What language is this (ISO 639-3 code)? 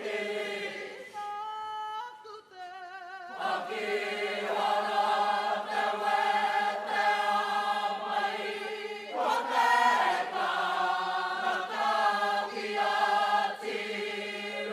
mri